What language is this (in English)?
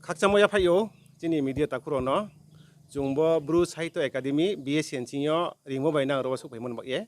Riang (India)